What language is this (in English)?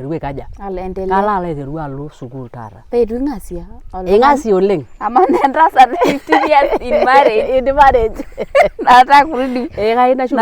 Masai